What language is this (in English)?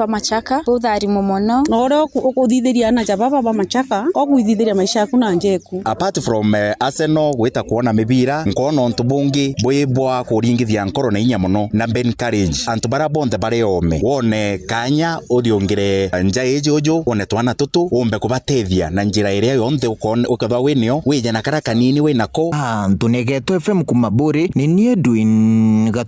Meru